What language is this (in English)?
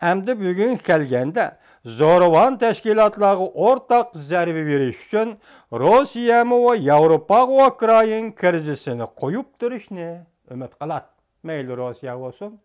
Uyghur